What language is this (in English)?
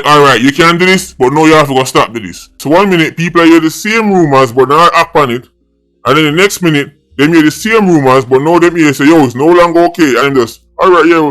Jamaican Creole English